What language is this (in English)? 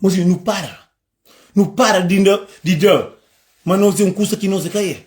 Kabuverdianu